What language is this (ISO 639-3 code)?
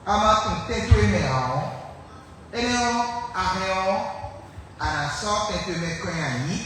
fon